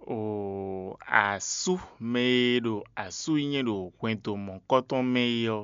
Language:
Fon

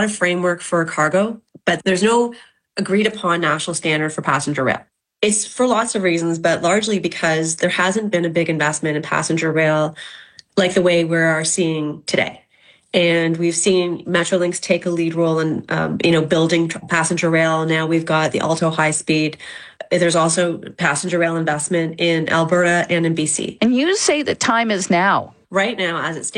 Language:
English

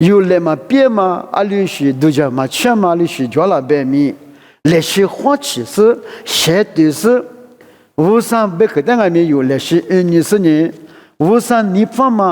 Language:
Lisu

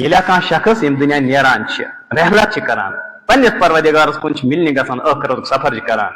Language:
Kashmiri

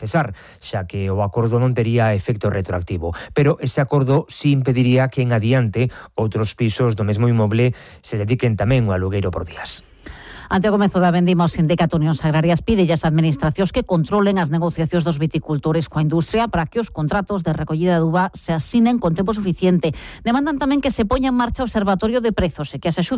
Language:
Galician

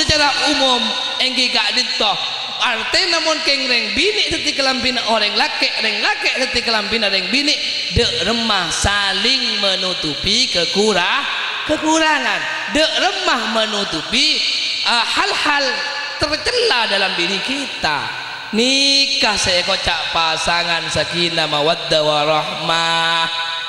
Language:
Madurese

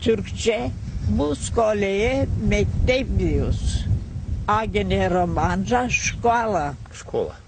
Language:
Gagauz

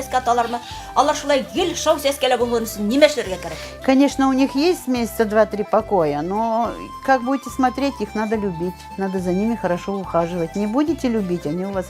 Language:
Bashkir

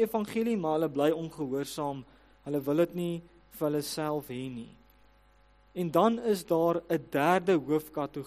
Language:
Afrikaans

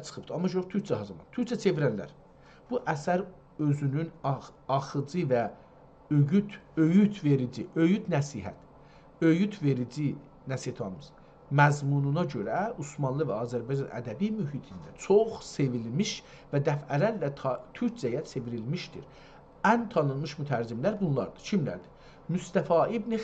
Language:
South Azerbaijani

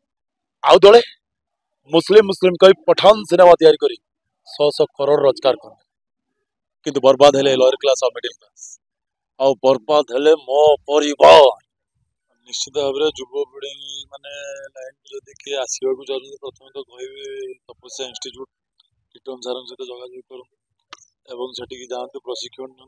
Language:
Odia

